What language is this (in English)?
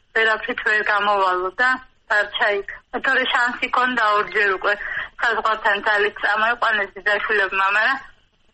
Georgian